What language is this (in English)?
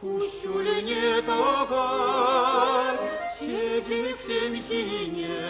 Chuvash